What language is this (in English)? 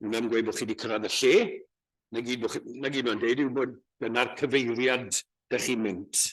Welsh